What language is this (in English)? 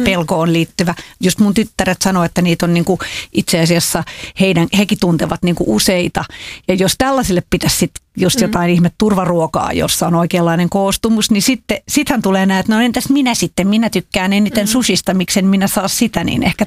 Finnish